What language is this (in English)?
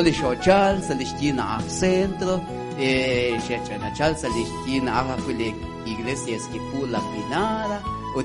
Kekchí